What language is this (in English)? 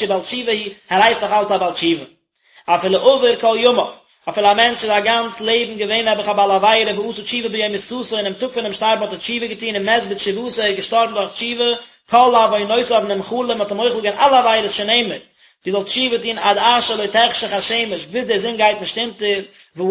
Yiddish